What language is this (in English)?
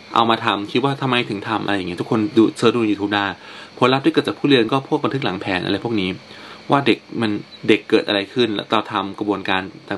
Thai